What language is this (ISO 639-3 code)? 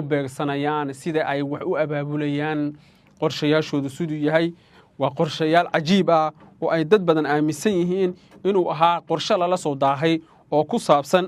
som